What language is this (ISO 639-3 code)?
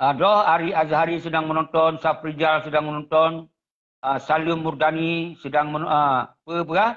ace